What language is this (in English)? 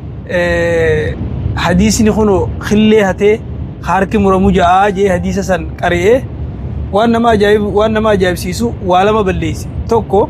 Oromo